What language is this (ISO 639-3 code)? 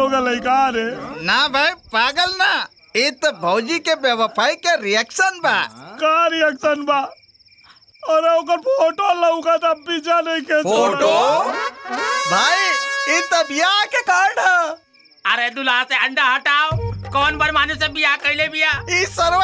bho